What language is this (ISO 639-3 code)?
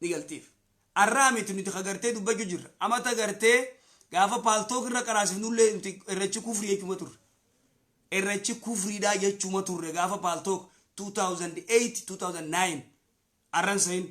orm